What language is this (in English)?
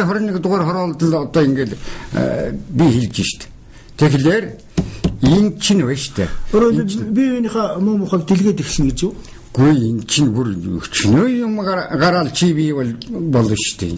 Mongolian